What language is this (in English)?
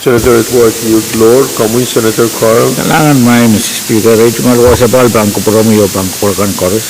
Pohnpeian